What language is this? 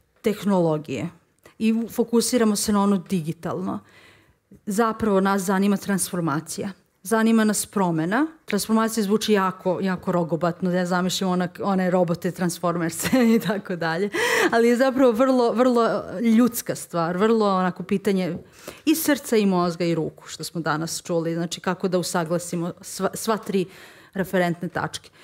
Serbian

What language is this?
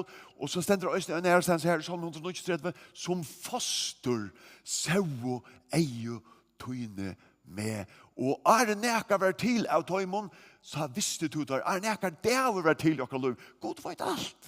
Faroese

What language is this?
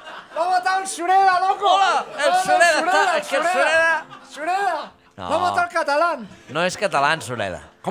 Catalan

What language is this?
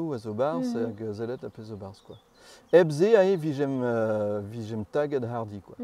Breton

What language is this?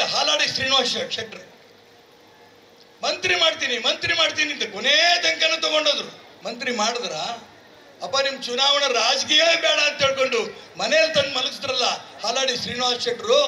Kannada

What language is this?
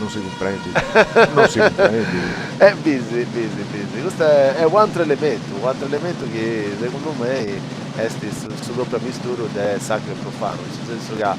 Sardinian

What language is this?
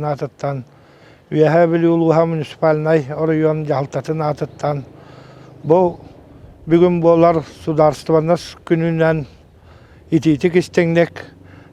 Yakut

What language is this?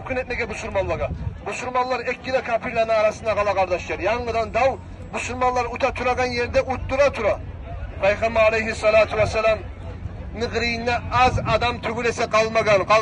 Kumyk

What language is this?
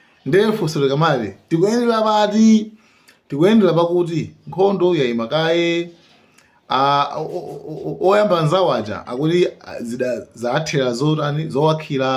Nyanja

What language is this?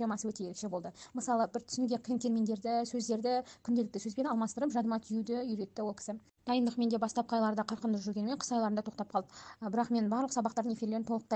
Kazakh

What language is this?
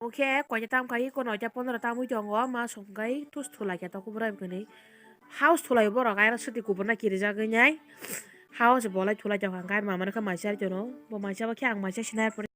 Kok Borok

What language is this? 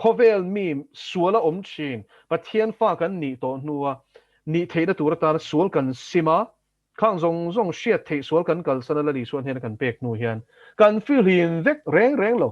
Mizo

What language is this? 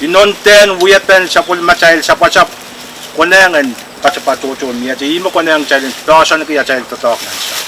Pohnpeian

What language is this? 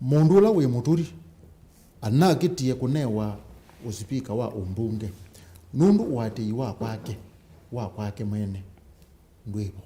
Kamba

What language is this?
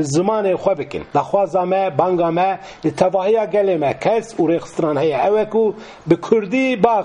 Kurdish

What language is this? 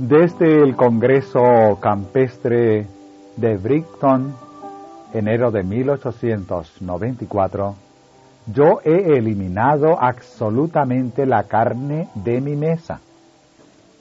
Spanish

